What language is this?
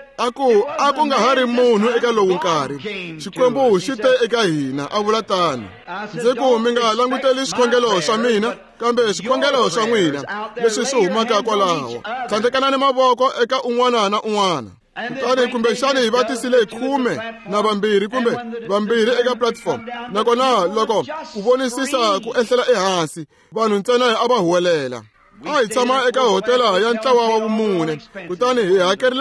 Tsonga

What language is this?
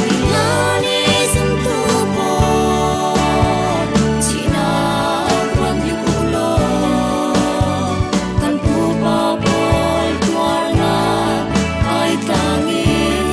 Falam Chin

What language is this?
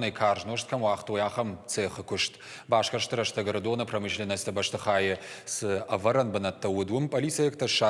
Ossetic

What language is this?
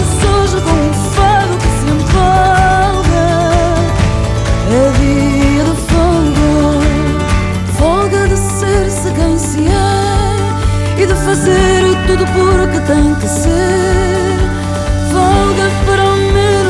Portuguese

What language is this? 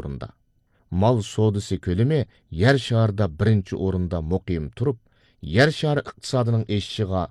Uyghur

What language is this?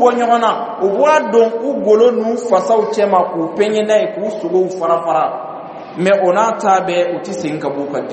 Bambara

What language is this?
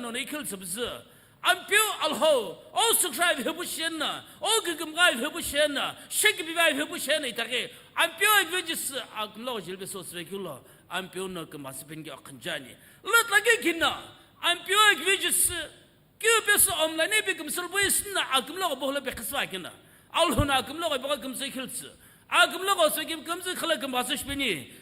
Sumi Naga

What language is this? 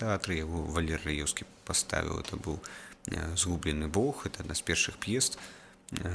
Belarusian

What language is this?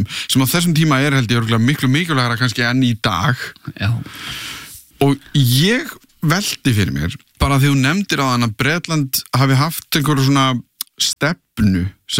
Icelandic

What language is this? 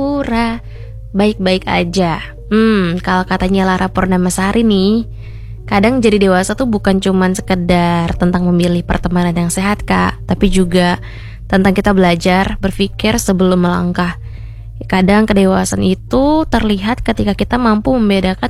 Indonesian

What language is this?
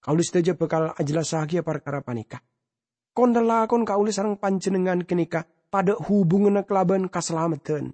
Madurese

